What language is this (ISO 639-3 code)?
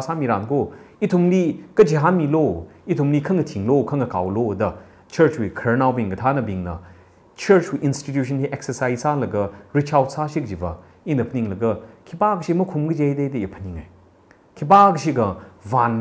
nmf